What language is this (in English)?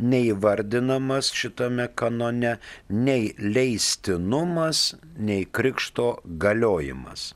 Lithuanian